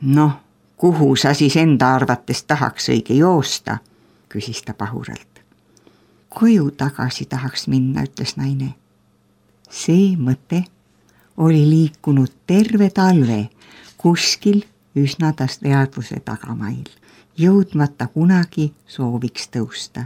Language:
Estonian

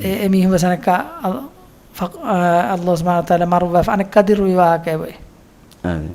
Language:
Divehi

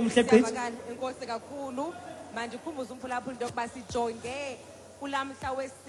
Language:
Xhosa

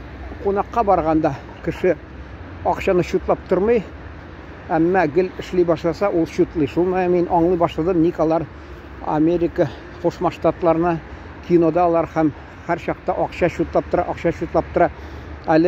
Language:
Tatar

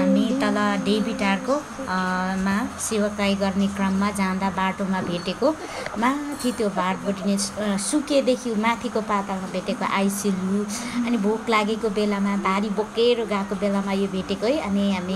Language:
Nepali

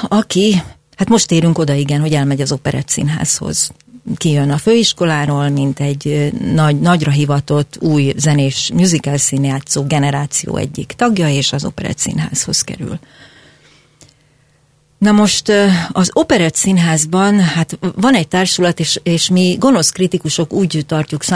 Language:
Hungarian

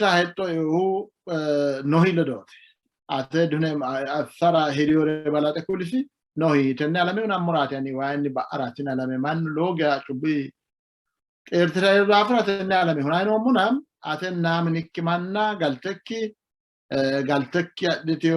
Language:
Sidamo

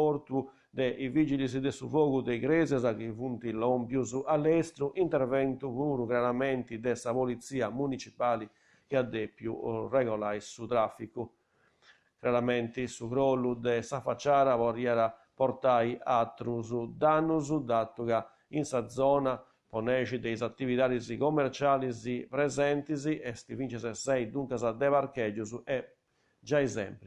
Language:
Sardinian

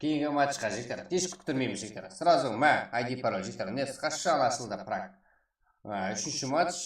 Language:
Kara-Kalpak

